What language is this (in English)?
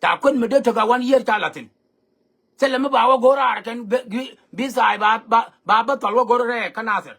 Nuer